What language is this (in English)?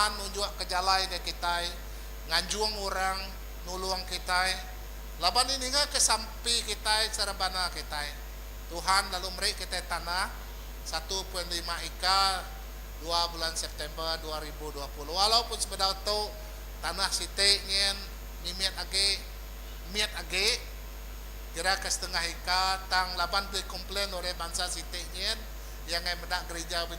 Iban